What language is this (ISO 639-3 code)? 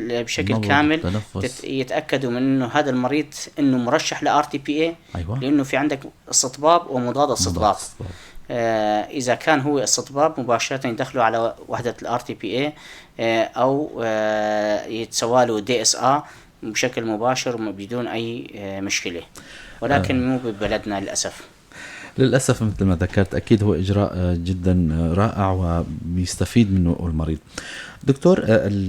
apc